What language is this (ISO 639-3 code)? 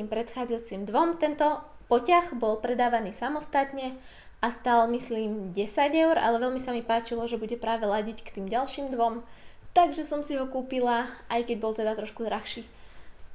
slk